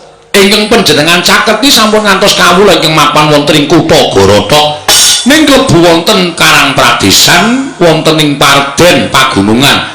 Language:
Javanese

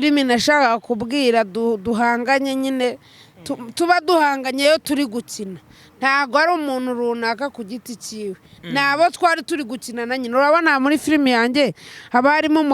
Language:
Kinyarwanda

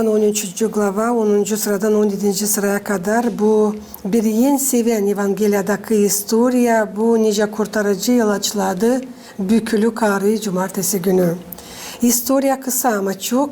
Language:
Gagauz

